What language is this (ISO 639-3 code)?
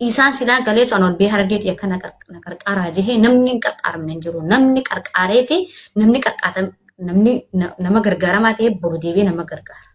orm